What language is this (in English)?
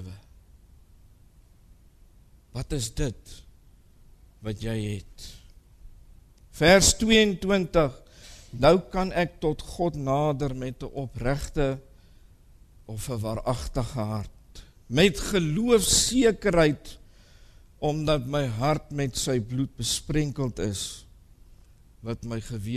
Afrikaans